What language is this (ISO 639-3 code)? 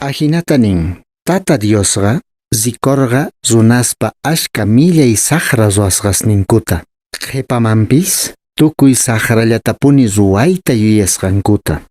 que